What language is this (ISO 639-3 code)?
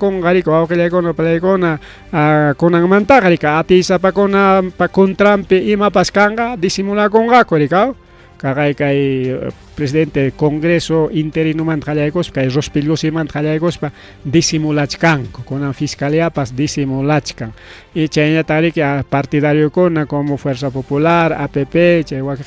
quy